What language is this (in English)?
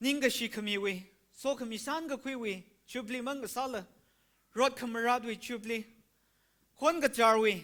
Tangkhul Naga (India)